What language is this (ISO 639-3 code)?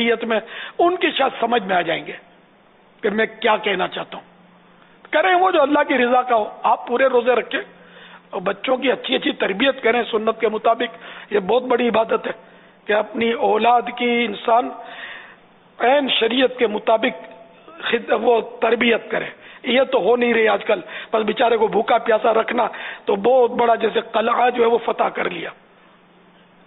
urd